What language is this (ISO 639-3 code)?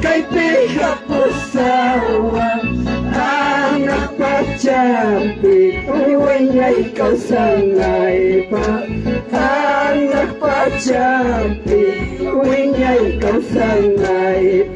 quy